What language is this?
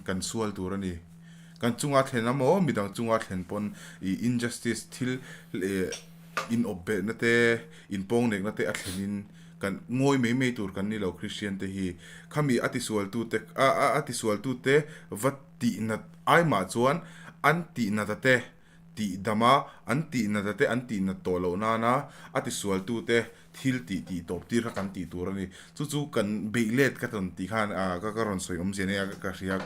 Mizo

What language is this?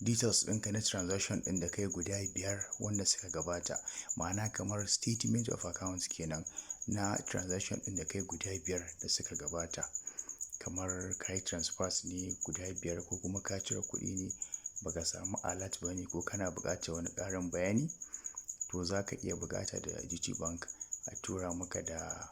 Hausa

